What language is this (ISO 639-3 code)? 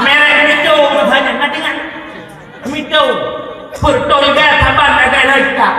ace